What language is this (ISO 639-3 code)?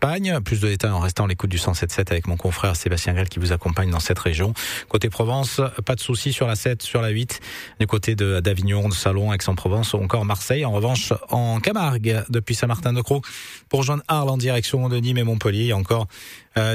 fra